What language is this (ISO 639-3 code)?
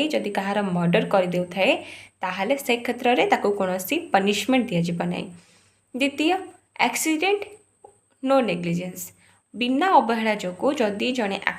ori